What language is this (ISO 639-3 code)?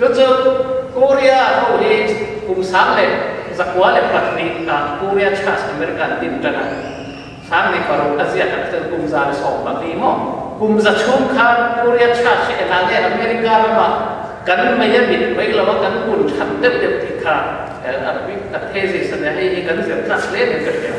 lus